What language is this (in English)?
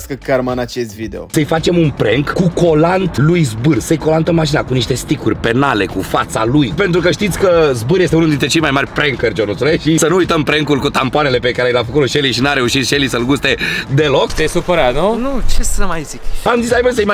Romanian